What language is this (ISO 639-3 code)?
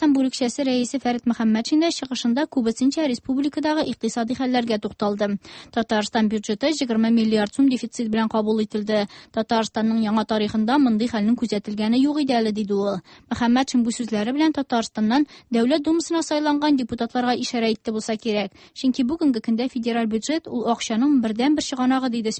tat